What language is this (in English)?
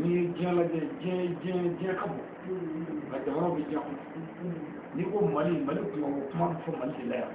Bambara